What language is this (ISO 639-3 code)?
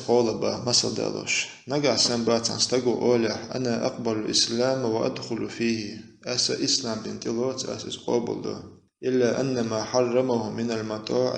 che